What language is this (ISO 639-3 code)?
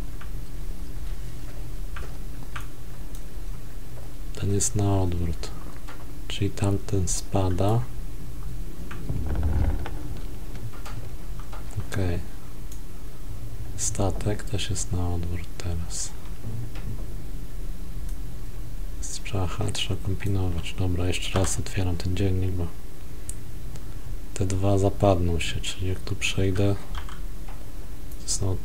pol